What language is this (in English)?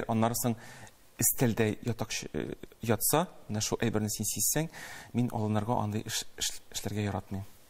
Tatar